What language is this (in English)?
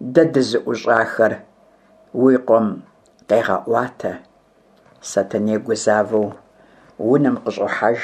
Kabardian